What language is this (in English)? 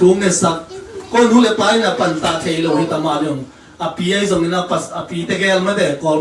Tedim Chin